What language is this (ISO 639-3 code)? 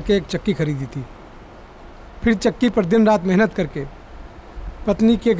bho